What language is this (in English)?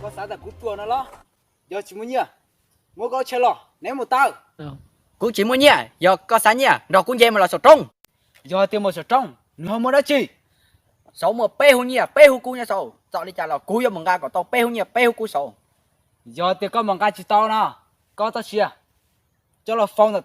Hmong